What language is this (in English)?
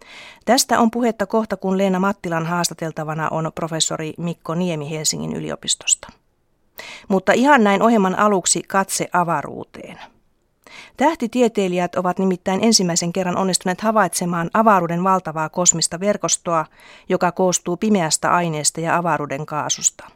Finnish